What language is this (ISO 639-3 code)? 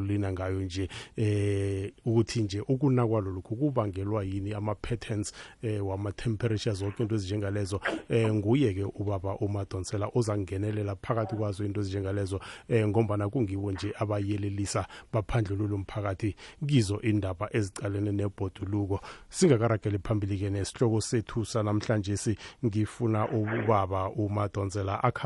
nbl